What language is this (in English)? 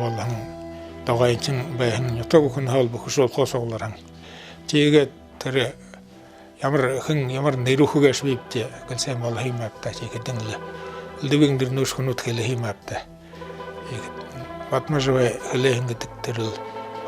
Buriat